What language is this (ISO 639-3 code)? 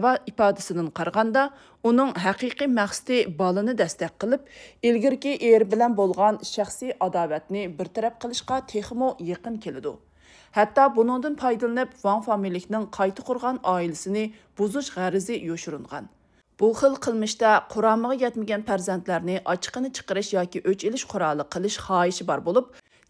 uig